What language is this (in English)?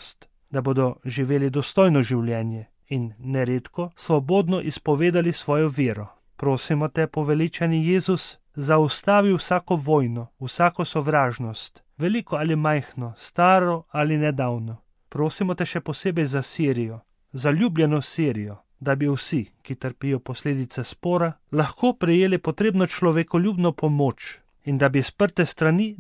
Slovenian